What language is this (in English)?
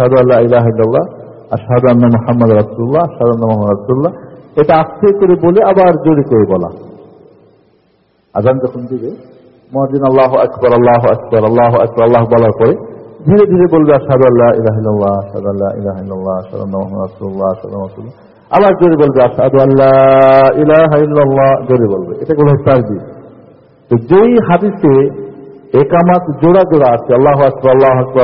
Bangla